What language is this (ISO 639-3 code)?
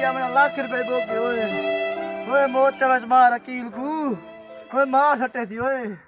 skr